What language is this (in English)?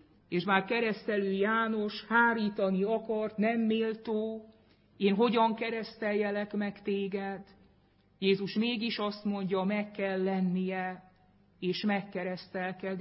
Hungarian